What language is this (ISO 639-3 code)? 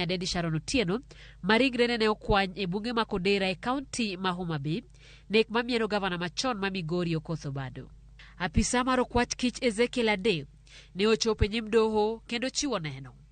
luo